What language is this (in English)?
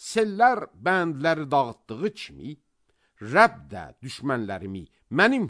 Azerbaijani